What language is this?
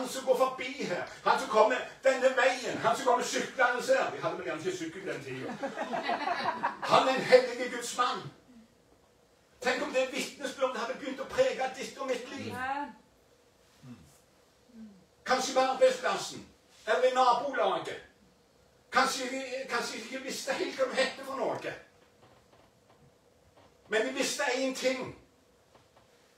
Norwegian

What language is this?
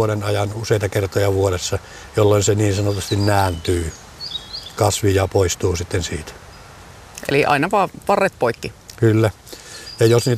Finnish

